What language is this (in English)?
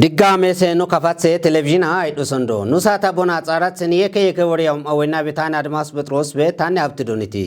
Kafa